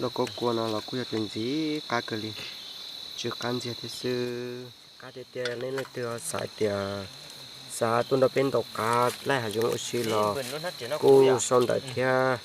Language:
Hmong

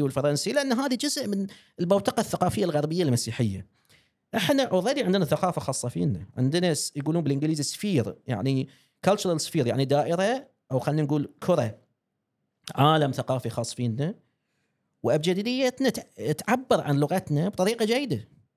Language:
Gulf Arabic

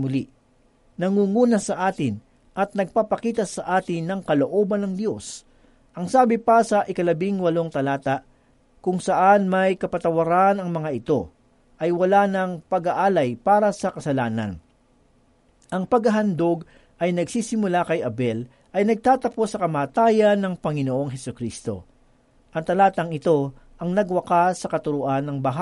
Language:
Filipino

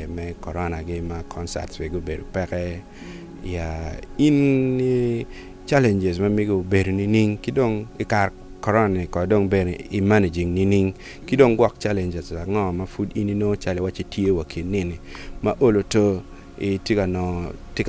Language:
Acoli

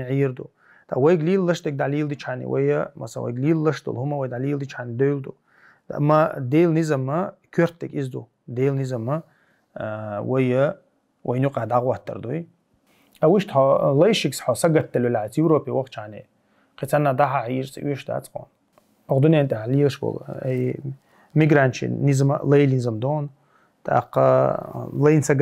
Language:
Chechen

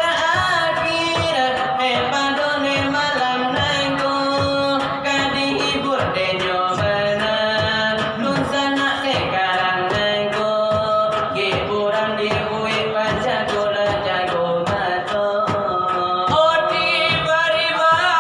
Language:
Minangkabau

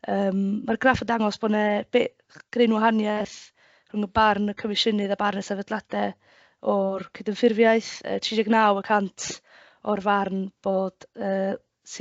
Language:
Welsh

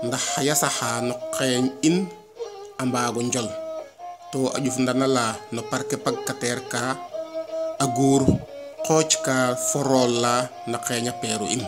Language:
Serer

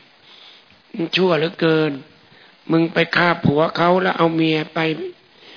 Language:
Thai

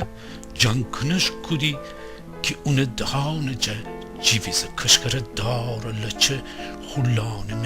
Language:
Gilaki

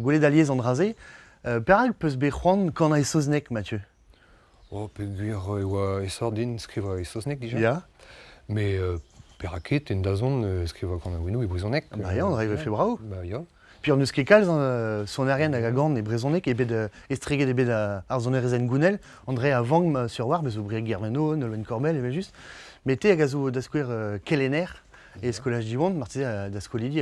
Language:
Breton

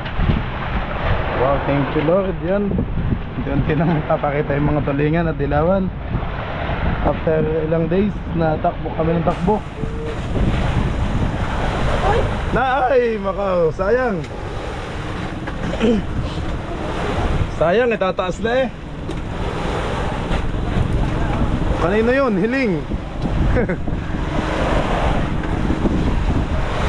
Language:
Filipino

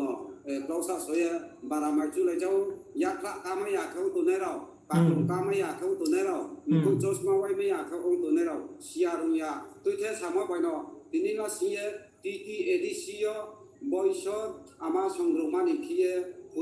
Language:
Riang (India)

